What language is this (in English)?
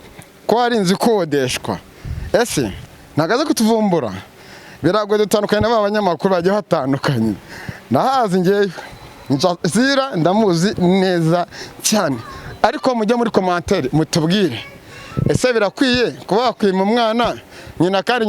Kinyarwanda